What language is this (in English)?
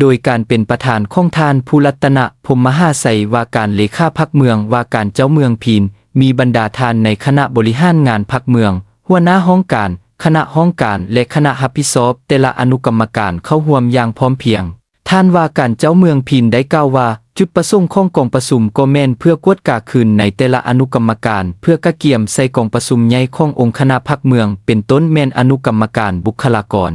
Lao